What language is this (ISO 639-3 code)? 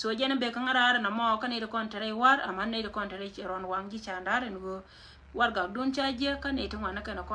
nus